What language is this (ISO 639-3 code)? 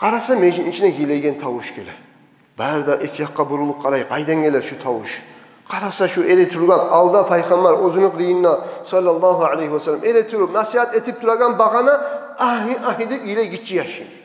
kum